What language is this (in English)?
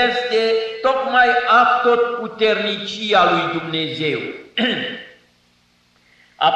Romanian